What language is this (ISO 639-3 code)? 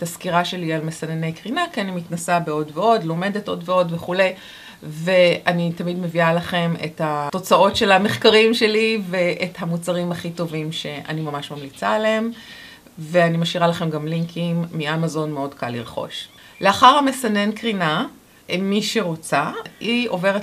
heb